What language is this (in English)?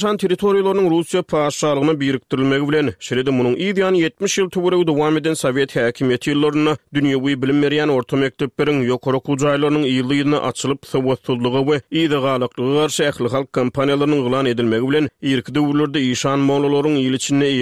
Turkmen